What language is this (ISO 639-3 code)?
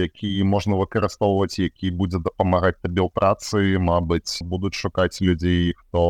bel